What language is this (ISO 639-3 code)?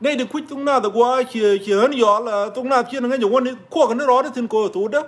nus